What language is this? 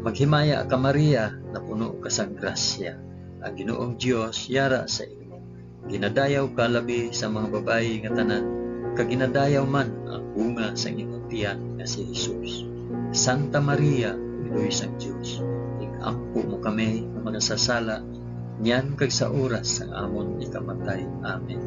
Hiligaynon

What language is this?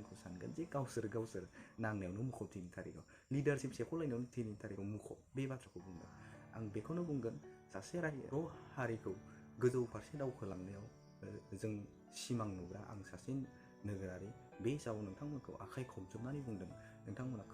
Bodo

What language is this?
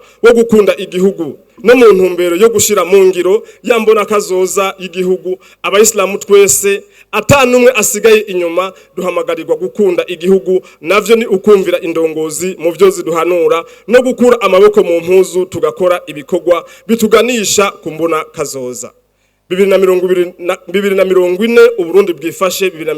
Rundi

